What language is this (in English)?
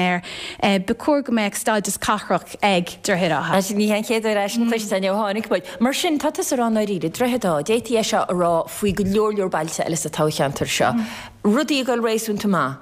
Irish